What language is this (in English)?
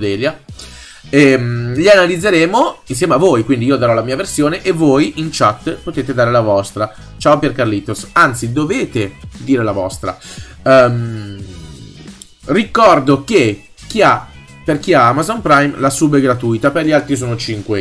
Italian